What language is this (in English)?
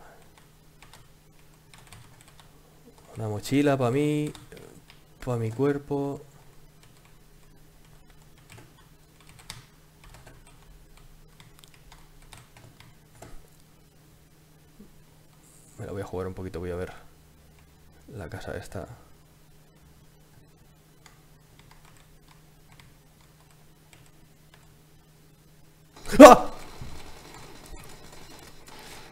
Spanish